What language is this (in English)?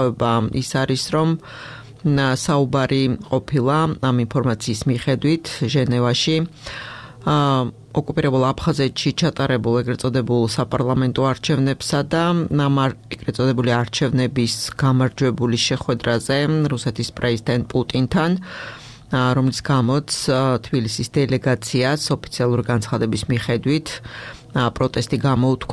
Georgian